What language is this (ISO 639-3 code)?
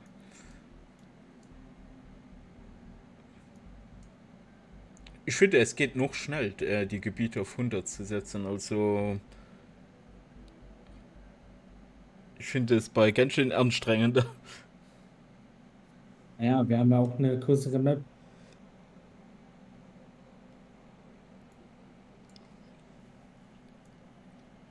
deu